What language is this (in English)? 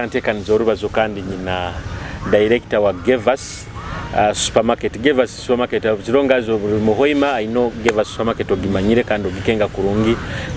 Nyoro